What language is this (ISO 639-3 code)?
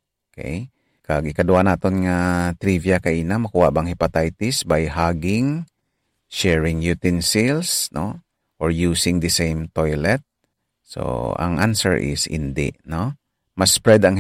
hil